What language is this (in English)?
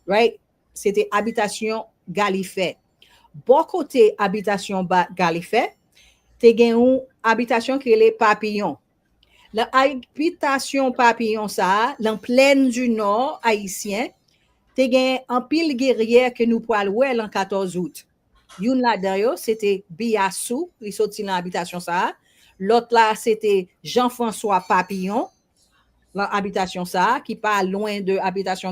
Haitian Creole